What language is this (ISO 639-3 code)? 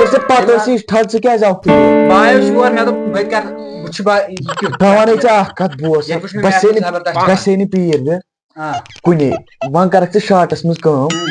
kas